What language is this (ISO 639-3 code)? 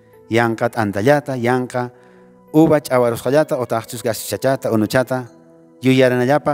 que